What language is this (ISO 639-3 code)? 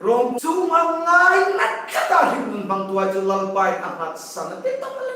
hmr